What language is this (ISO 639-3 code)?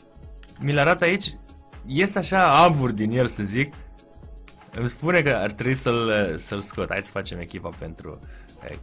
ron